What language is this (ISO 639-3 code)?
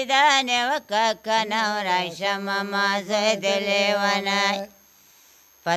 pus